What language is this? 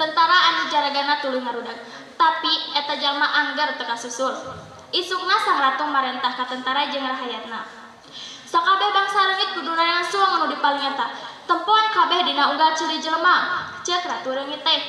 Sundanese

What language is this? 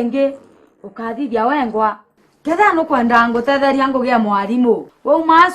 Meru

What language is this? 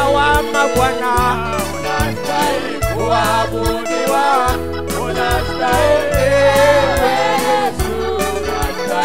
Swahili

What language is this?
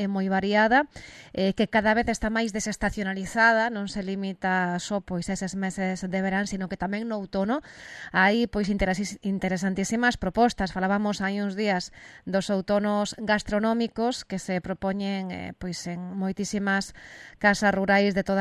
Galician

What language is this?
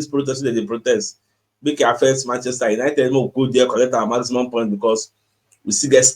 Nigerian Pidgin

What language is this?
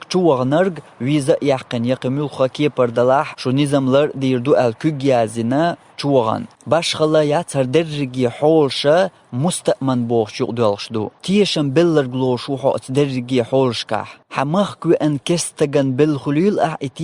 Chechen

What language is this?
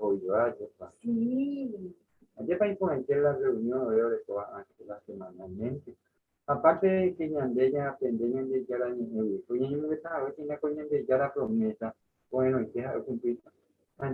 Guarani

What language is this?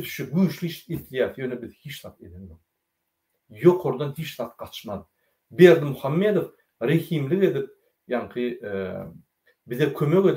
Turkmen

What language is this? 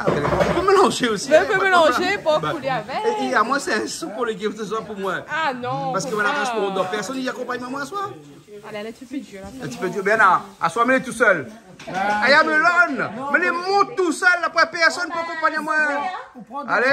Réunion Creole French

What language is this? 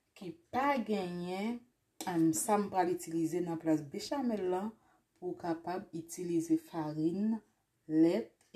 Haitian Creole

